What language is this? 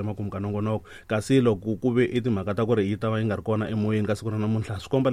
Tsonga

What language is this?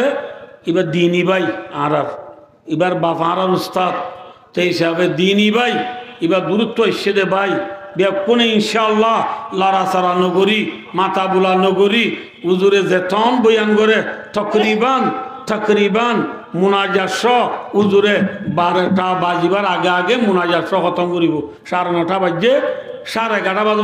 Rohingya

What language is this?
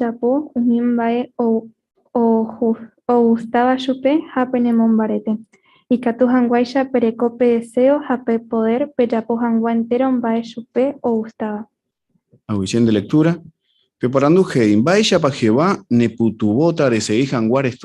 Guarani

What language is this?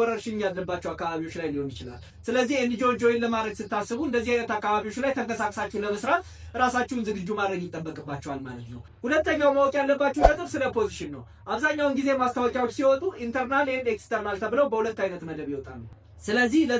Amharic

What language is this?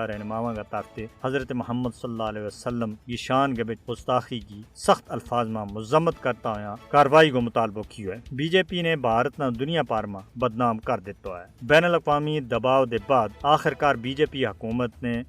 Gujari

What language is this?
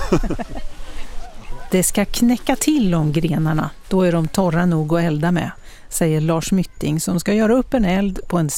Swedish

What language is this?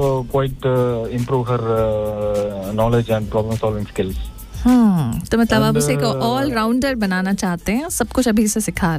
Hindi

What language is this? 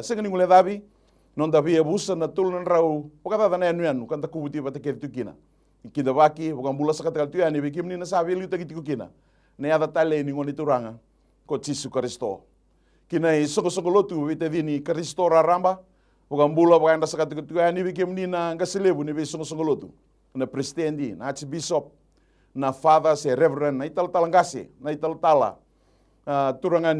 Fijian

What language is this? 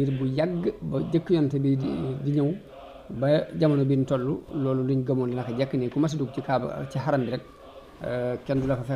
Wolof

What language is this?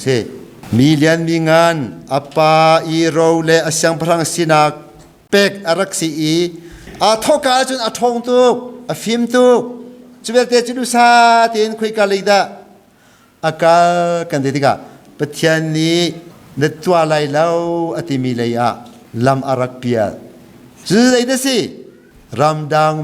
Hakha Chin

